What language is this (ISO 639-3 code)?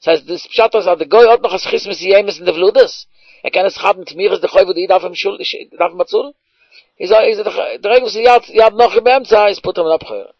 yid